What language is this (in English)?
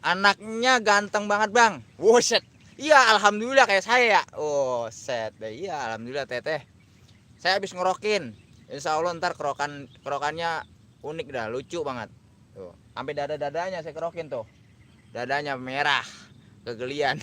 Betawi